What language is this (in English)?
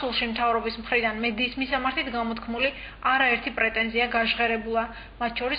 Georgian